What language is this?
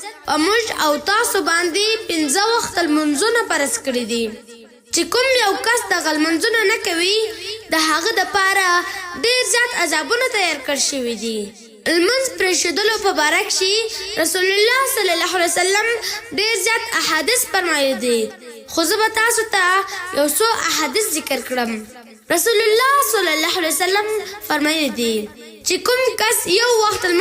Pashto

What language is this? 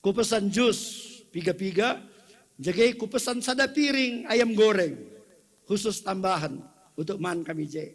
Batak Karo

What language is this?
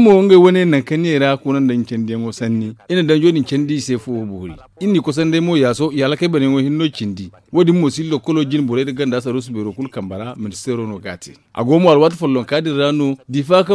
Zarma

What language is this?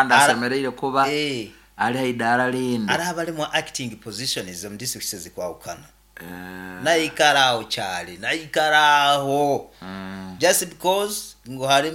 Nyoro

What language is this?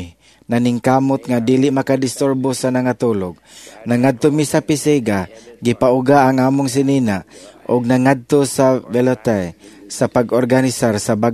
Cebuano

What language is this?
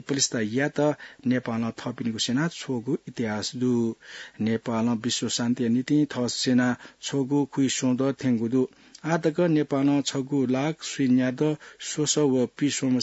Newari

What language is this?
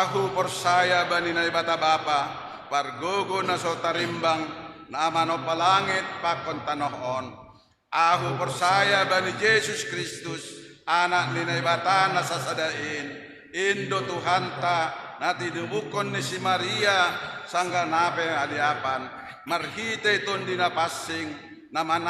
Batak Simalungun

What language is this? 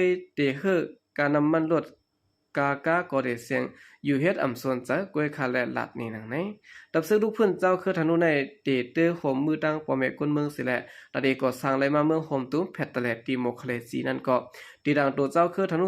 Shan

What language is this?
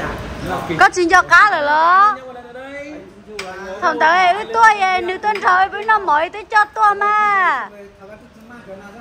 Vietnamese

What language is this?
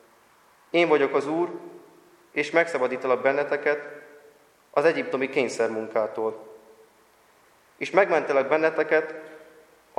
Hungarian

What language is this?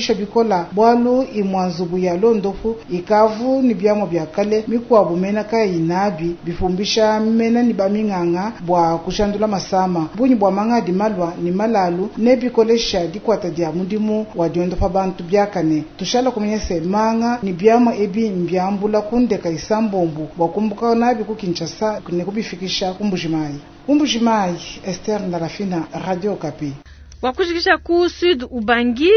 Luba-Lulua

